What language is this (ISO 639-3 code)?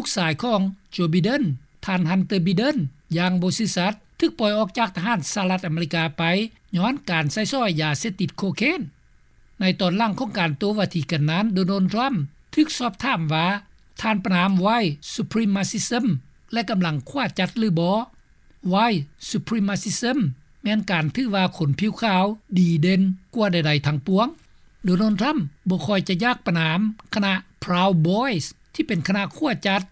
lao